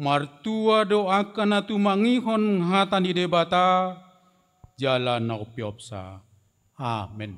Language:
Batak Toba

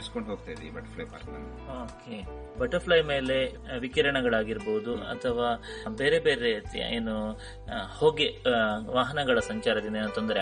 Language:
Kannada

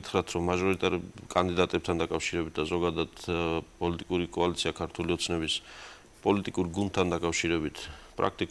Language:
Georgian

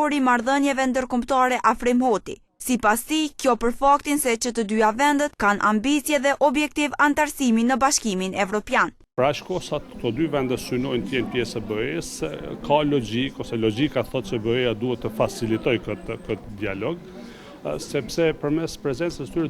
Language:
Albanian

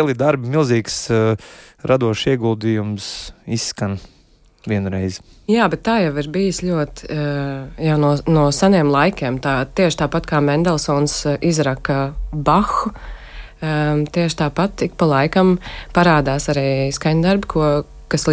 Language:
Latvian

